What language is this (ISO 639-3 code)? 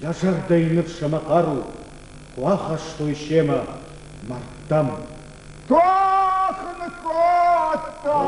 oss